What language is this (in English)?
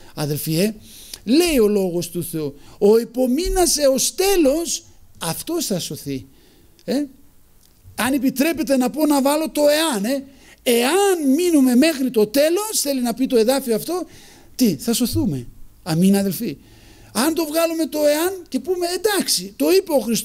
Greek